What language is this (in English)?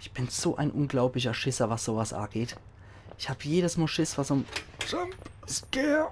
Palatine German